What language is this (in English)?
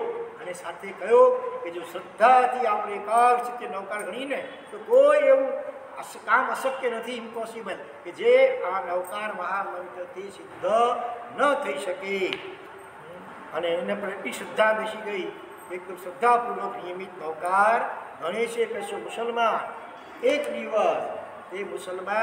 Gujarati